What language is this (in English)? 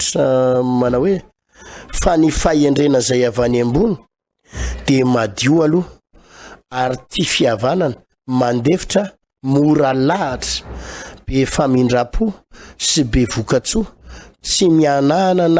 Malagasy